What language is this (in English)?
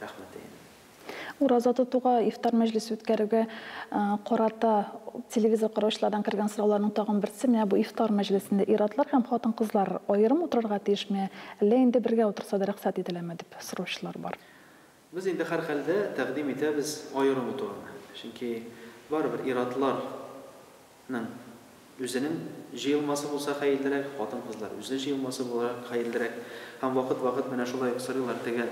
Tatar